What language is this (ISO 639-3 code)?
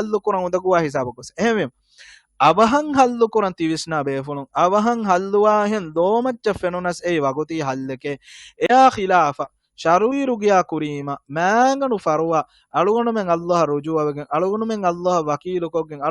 div